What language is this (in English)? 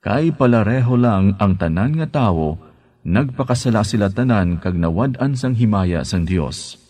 Hiligaynon